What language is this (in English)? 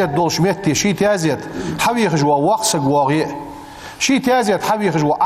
Ingush